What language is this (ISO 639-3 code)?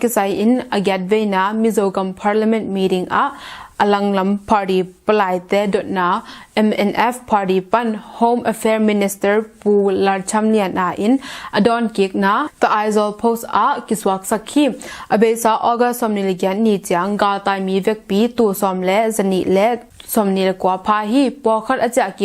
ctd